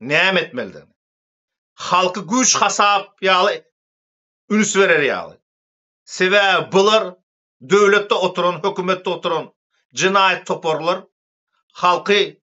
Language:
Turkmen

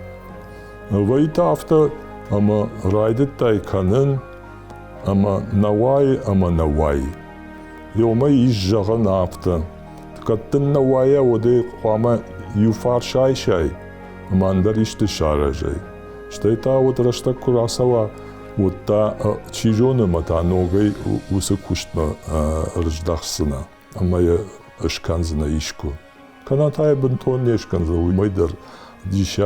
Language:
Ossetic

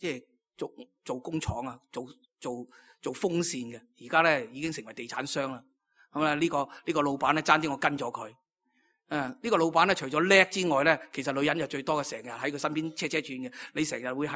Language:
Cantonese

